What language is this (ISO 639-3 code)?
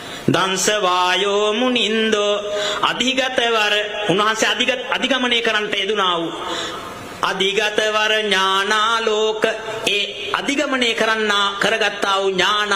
sin